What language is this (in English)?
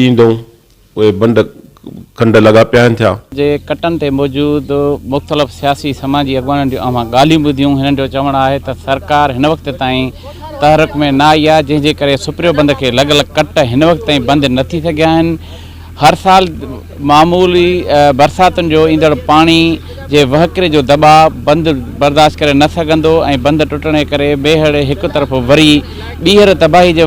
Sindhi